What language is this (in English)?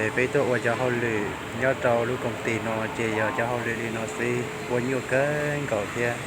Hmong